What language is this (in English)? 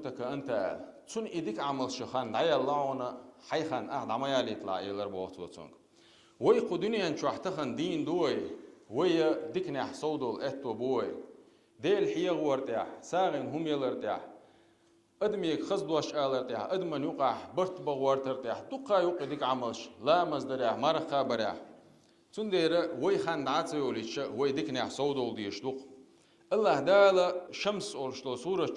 Chechen